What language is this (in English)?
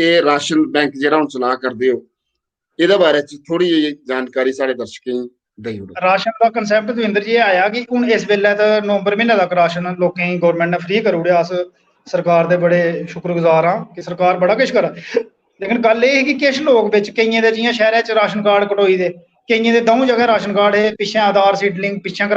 Dogri